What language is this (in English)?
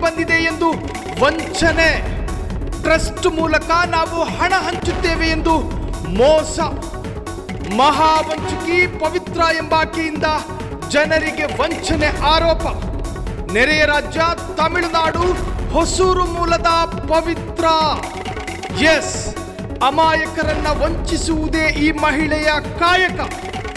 Kannada